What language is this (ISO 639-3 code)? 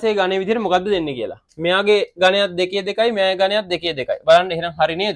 sin